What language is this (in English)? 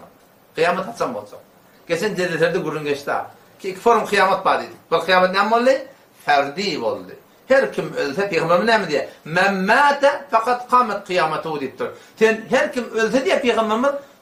Turkmen